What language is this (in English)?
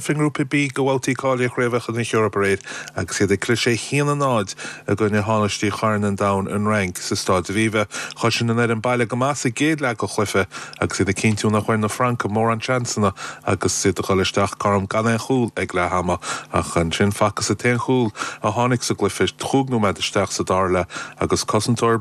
Irish